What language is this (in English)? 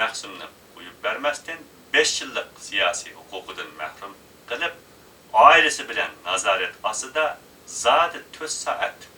Uyghur